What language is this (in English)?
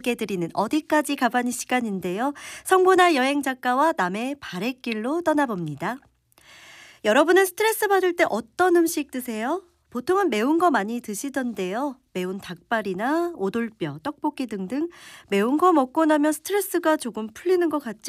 Korean